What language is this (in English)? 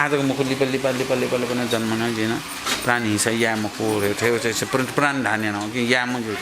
Newari